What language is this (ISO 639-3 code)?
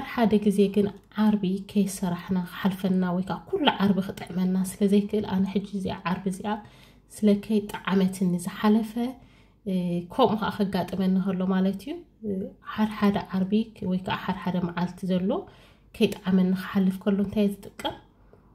tir